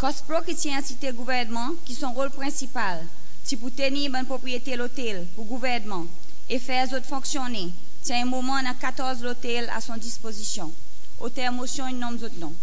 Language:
Seselwa Creole French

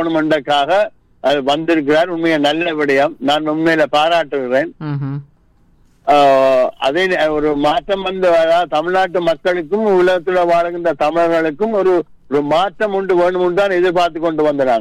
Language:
Tamil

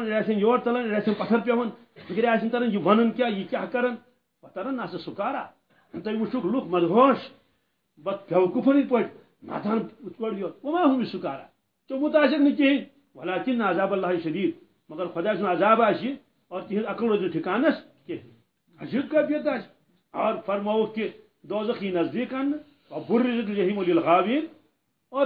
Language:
Kashmiri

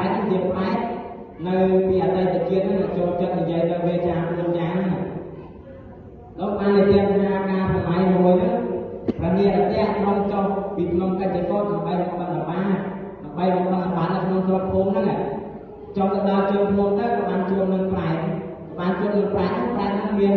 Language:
Khmer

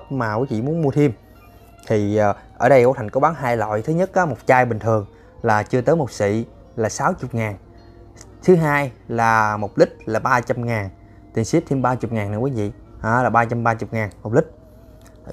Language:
Vietnamese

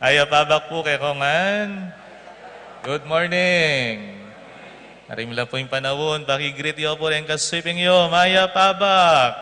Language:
Pampanga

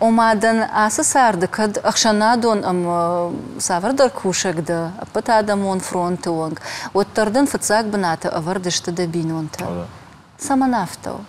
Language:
Ossetic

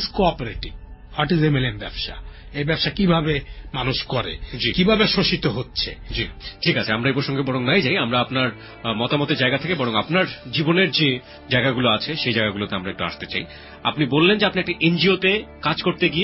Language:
Bangla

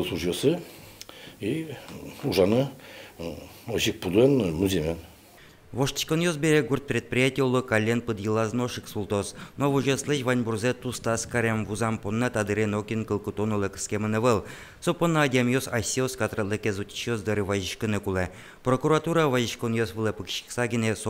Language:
Udmurt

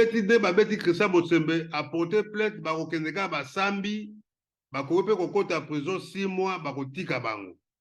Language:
Lingala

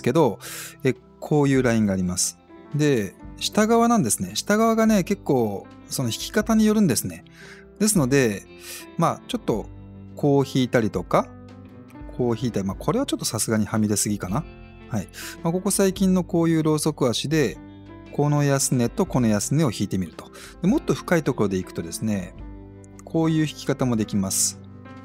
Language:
Japanese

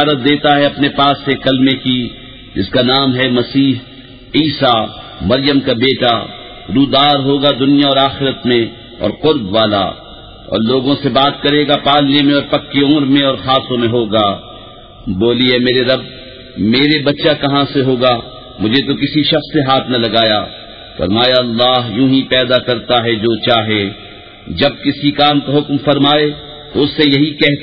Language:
Urdu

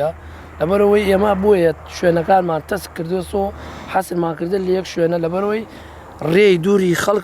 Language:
Central Kurdish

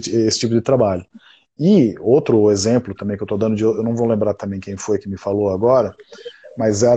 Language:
Portuguese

